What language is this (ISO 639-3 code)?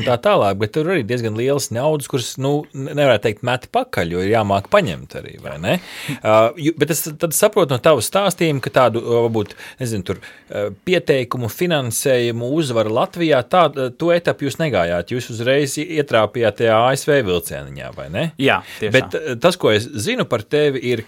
lav